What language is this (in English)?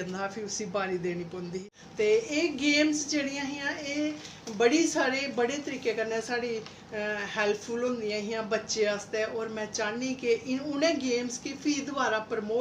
Dogri